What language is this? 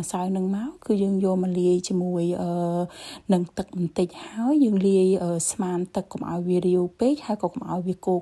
Khmer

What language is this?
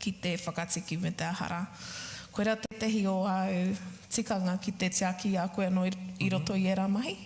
Māori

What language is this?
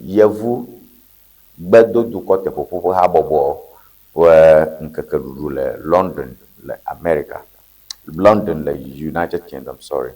Ewe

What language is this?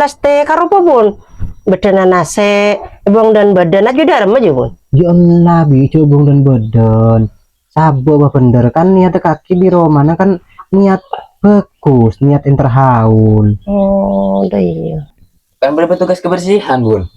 Madurese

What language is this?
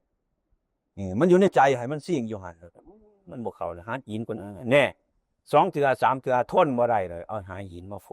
Northeastern Thai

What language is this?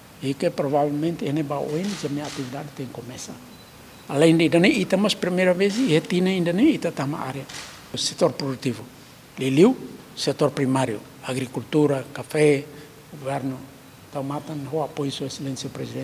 Tetum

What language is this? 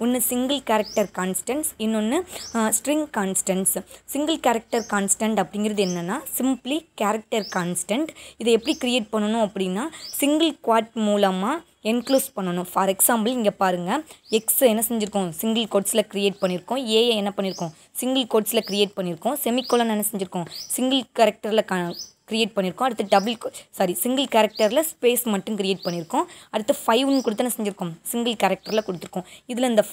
Tamil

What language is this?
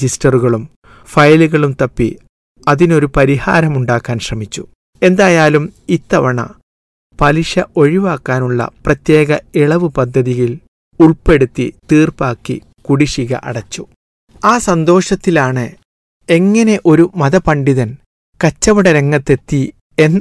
Malayalam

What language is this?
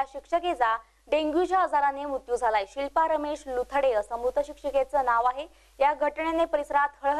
Marathi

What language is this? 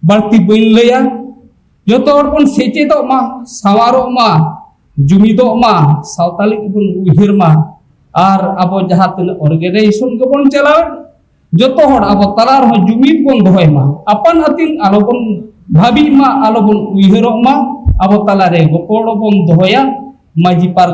Santali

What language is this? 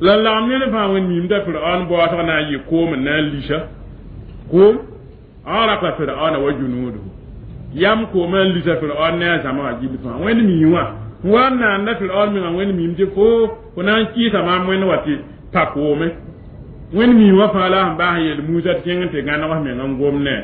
Mossi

